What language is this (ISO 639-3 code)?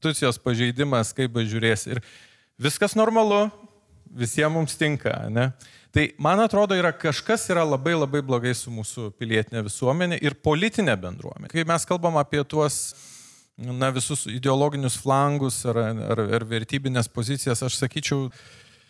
lit